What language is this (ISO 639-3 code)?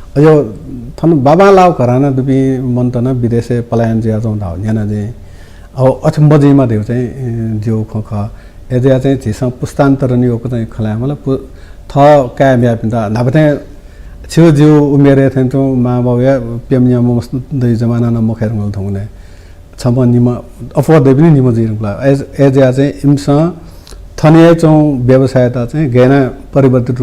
new